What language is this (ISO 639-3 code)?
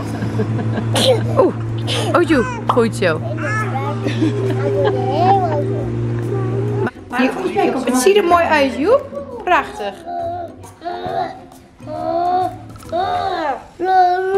nld